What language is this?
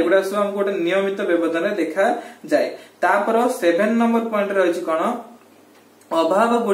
Odia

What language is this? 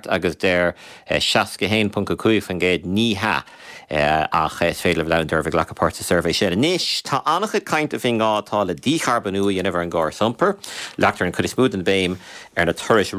Irish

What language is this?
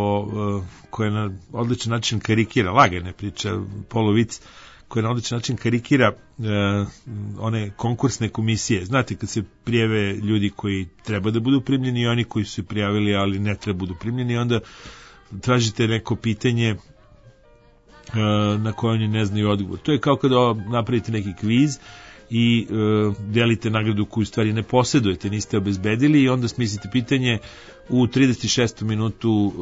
Serbian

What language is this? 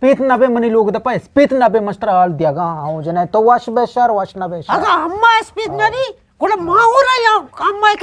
Eastern Balochi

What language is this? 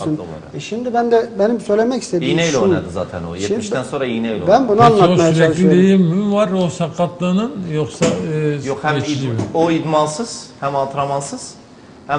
Turkish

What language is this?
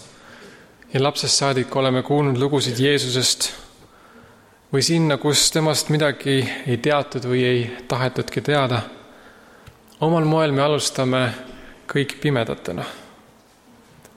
Estonian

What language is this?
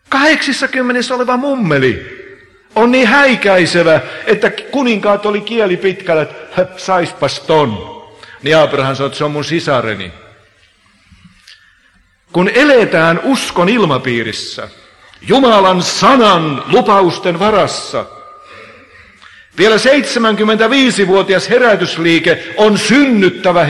Finnish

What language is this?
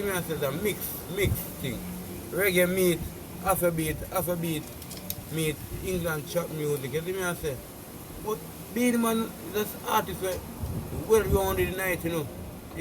Jamaican Creole English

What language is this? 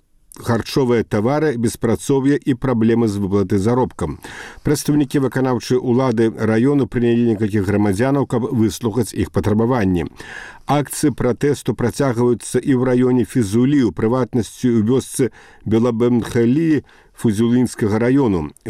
Belarusian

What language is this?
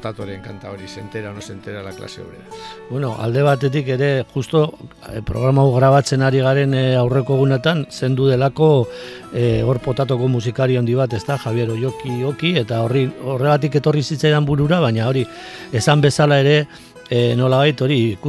Basque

